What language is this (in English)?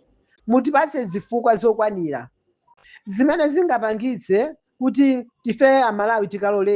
Nyanja